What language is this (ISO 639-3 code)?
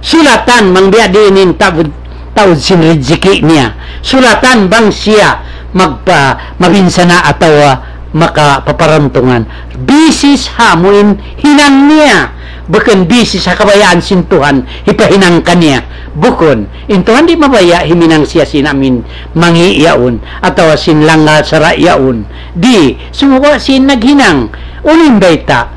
tsg